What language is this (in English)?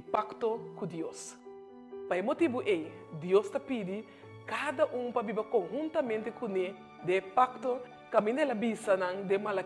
Papiamento